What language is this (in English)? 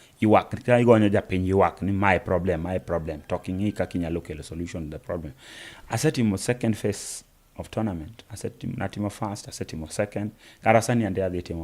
Luo (Kenya and Tanzania)